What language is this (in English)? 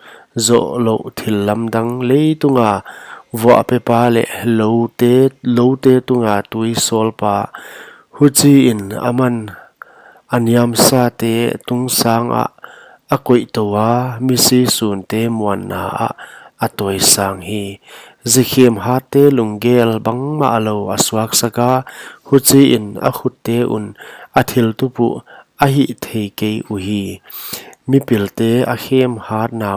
Paite Chin